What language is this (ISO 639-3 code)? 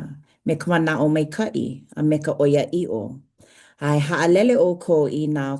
haw